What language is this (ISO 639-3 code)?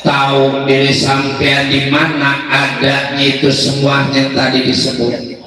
bew